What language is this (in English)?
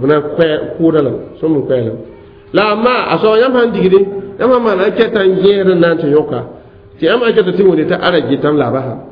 Mossi